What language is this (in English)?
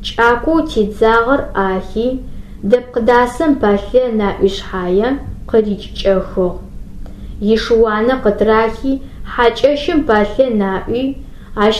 Adyghe